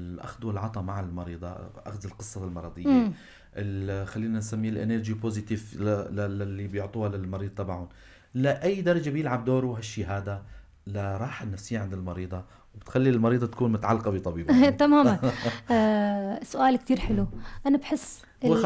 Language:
North Levantine Arabic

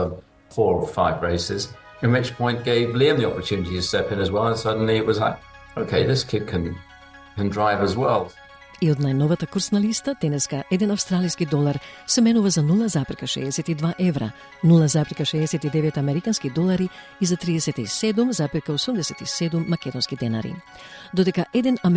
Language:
Macedonian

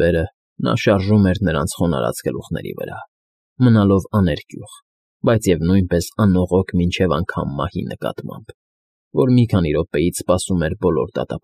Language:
Armenian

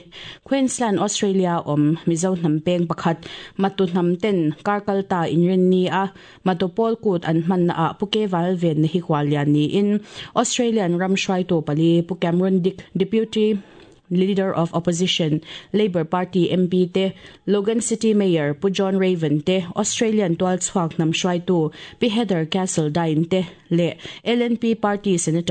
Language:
Mizo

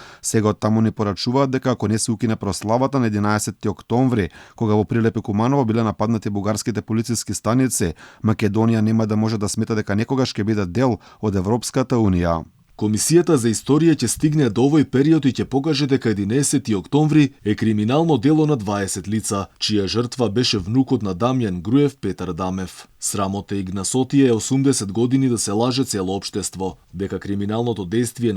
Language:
Macedonian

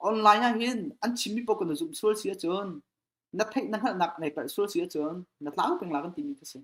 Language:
Hakha Chin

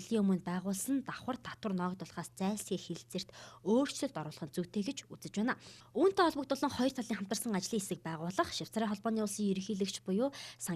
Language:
Mongolian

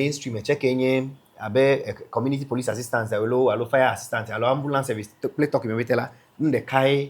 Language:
Ewe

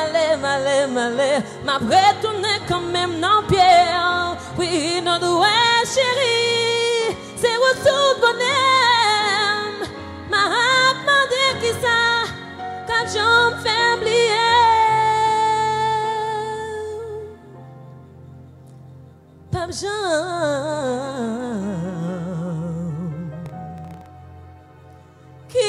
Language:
Haitian Creole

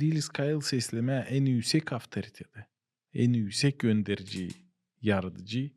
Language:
Gagauz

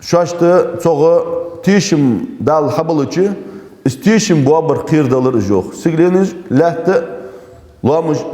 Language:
Ingush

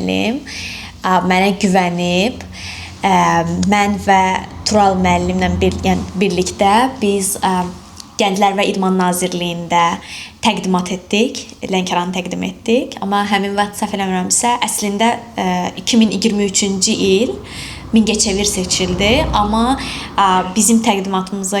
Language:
Azerbaijani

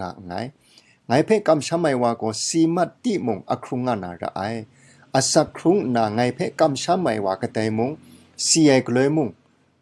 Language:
Kachin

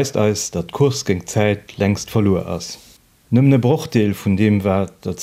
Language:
Luxembourgish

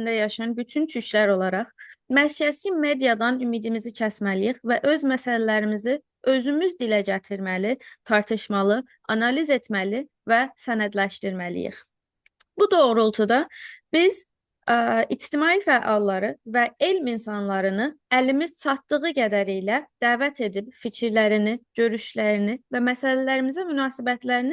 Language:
South Azerbaijani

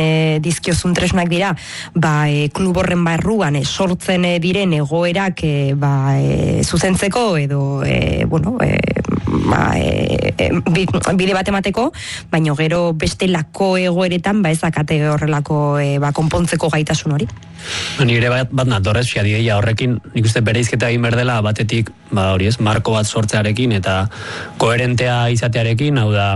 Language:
Basque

